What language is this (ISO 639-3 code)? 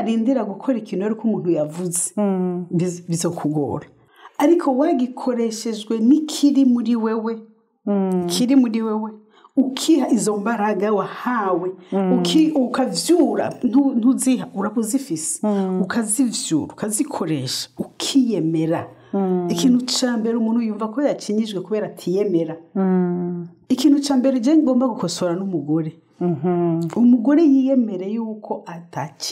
run